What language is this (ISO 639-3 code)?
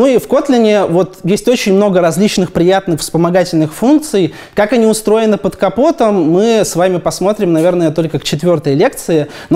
rus